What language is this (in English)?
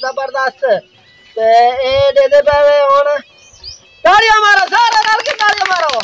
Saraiki